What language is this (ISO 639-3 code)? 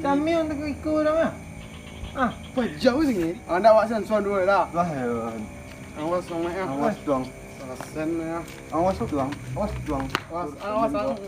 min